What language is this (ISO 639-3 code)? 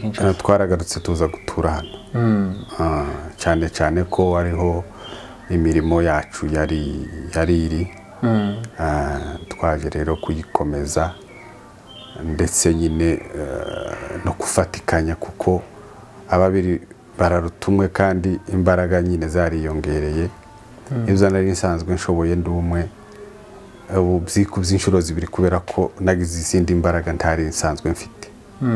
kin